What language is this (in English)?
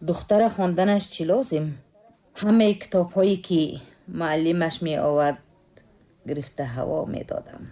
Tajik